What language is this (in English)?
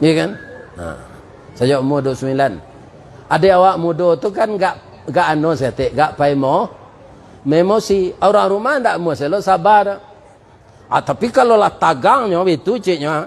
Minangkabau